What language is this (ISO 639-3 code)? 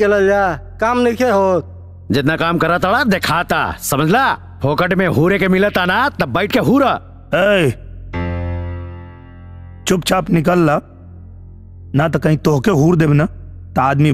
bho